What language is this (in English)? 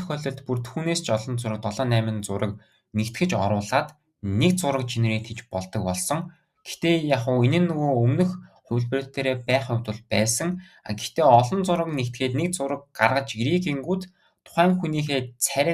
Mongolian